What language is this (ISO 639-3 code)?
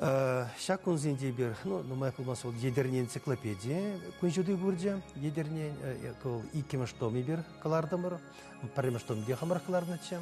chv